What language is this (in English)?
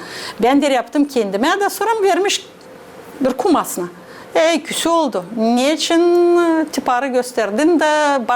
Gagauz